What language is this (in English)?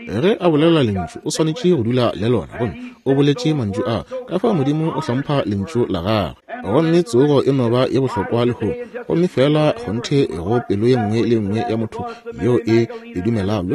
Northern Sotho